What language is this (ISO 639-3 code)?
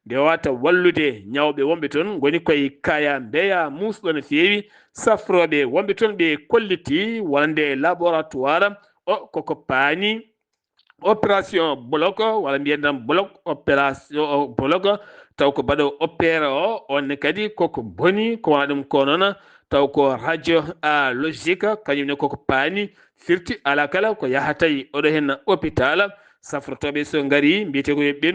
ful